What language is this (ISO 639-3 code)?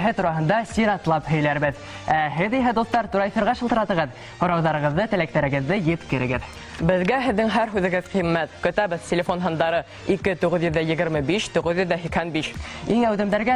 bak